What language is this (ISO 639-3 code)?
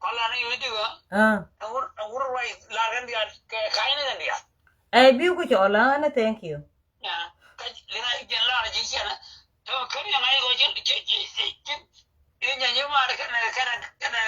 nus